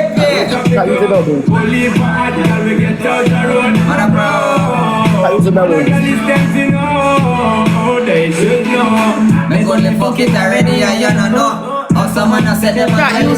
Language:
Jamaican Creole English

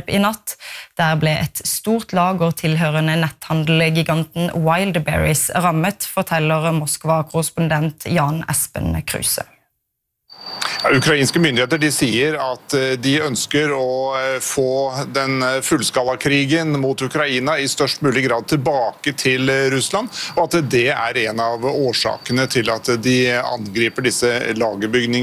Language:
Norwegian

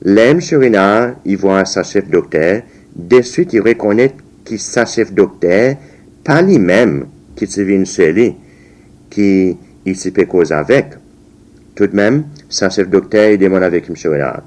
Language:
Seselwa Creole French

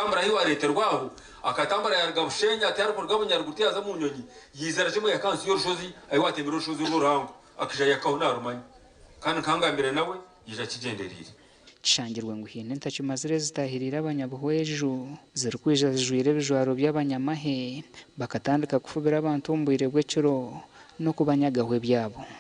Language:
Nyankole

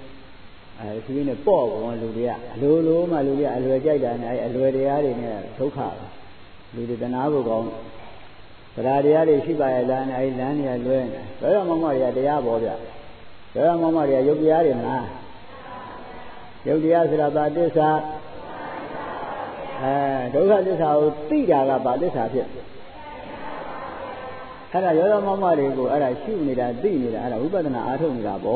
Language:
Burmese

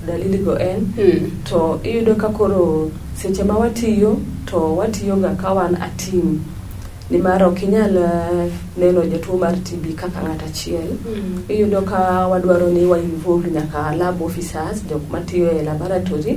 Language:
Luo (Kenya and Tanzania)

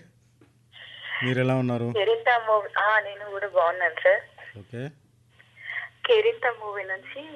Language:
Telugu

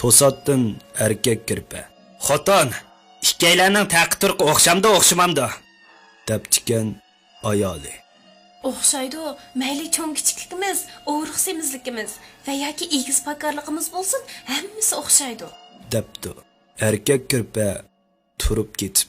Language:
Uyghur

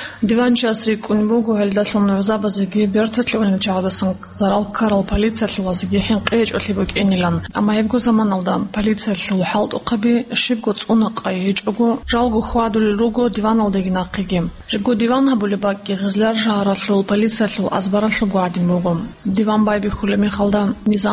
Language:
Avaric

